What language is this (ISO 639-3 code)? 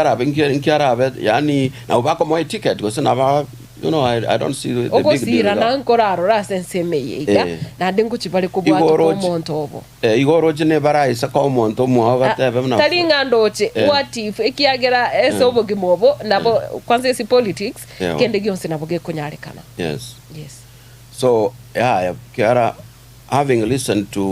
guz